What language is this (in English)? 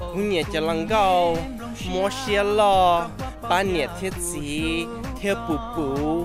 Hmong